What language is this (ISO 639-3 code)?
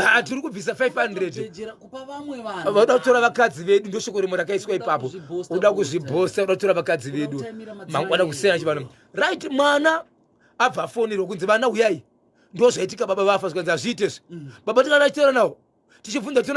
sna